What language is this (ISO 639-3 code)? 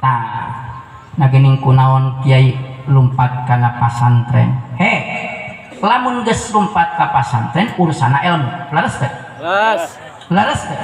sun